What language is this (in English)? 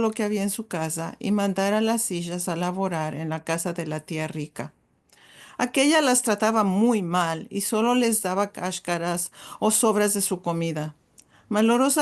Ladino